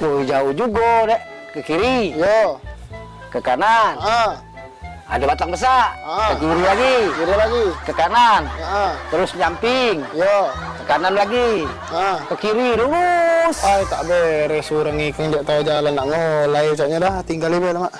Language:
Musi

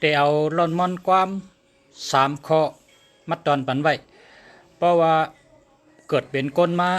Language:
Shan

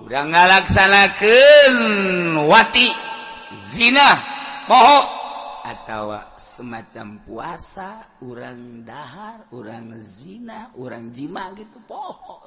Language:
Sundanese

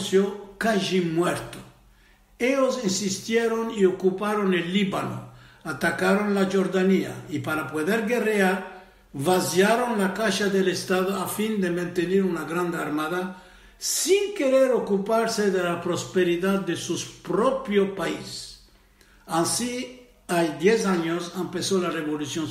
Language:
Ladino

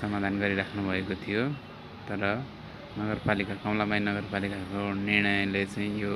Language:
Nepali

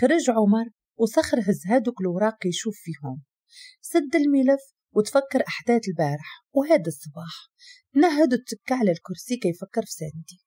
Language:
Moroccan Arabic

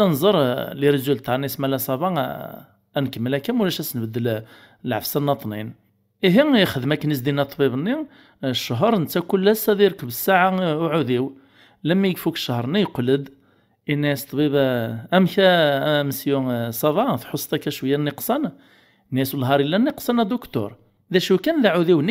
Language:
Kabyle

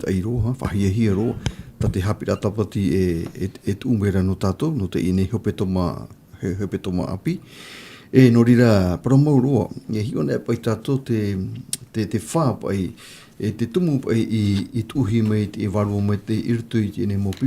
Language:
Tahitian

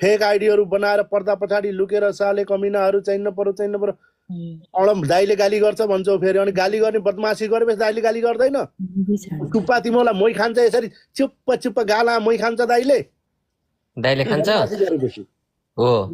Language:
Nepali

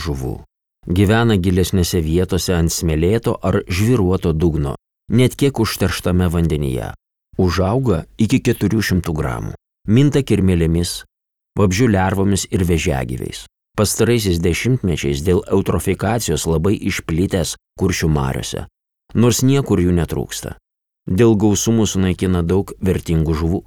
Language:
Lithuanian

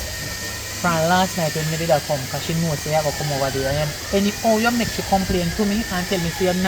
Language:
Jamaican Creole English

